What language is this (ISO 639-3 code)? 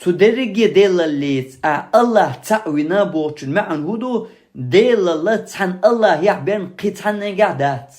che